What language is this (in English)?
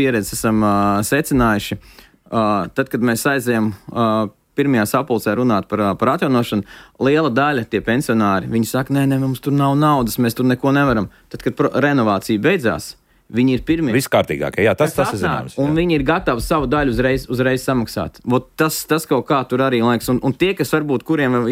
Latvian